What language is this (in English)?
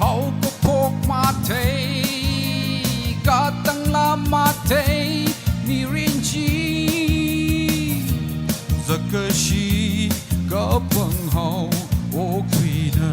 Tangkhul Naga (India)